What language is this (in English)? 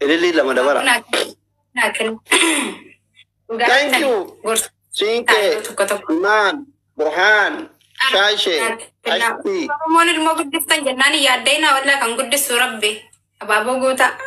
Oromo